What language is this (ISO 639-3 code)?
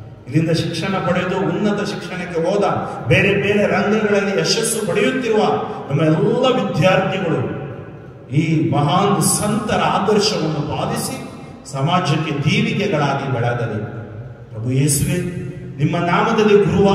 kan